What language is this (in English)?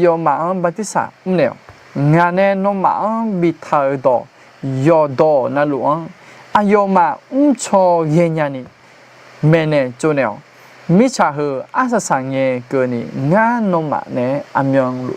Akha